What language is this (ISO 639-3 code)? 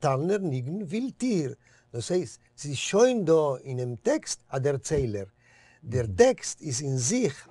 yid